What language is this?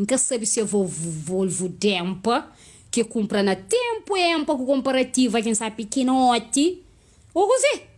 Kabuverdianu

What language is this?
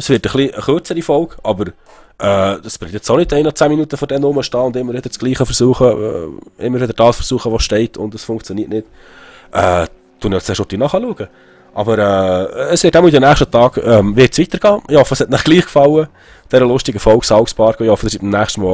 Swiss German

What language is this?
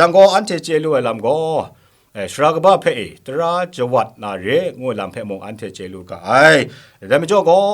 Kachin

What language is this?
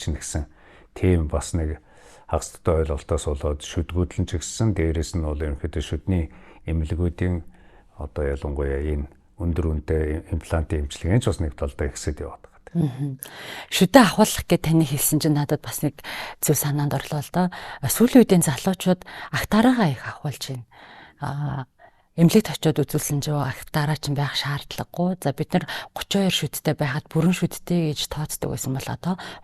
Mongolian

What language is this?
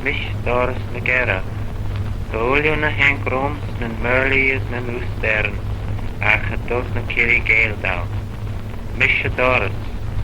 Manx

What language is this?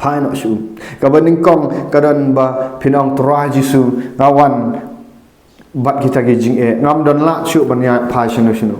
Khasi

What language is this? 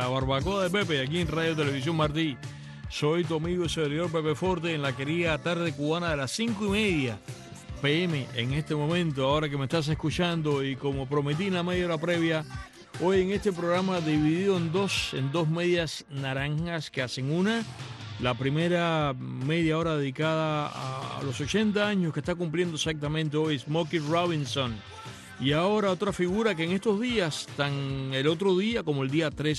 Spanish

